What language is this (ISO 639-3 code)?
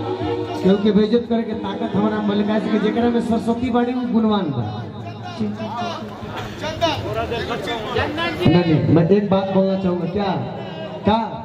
bho